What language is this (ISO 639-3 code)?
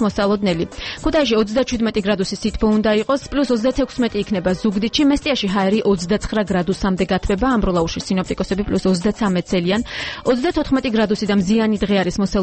kat